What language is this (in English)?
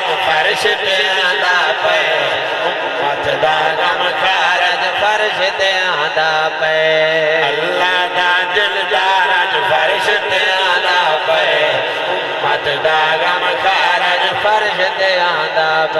Saraiki